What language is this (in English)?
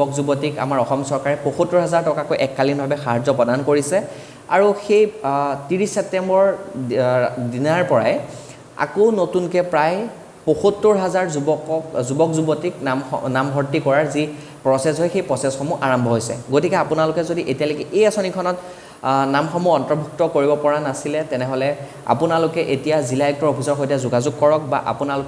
Assamese